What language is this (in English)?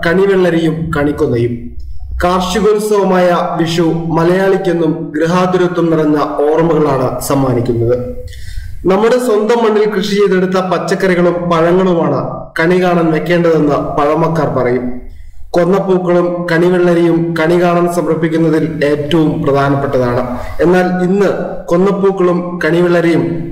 Malayalam